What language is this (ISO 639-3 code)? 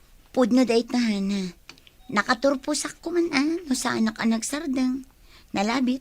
ilo